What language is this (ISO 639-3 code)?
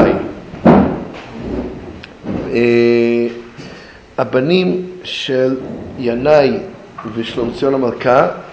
heb